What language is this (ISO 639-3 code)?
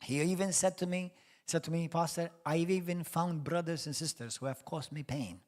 eng